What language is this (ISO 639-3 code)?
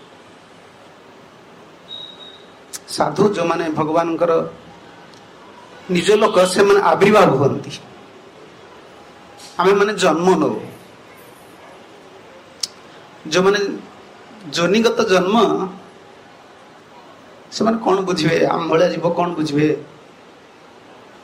ori